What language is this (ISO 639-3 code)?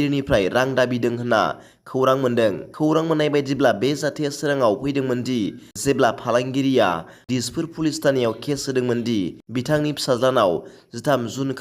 brx